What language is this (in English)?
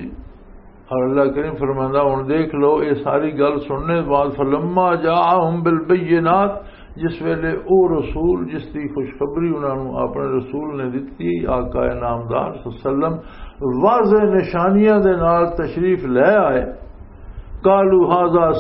Western Panjabi